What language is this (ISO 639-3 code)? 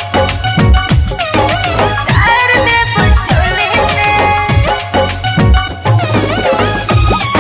bho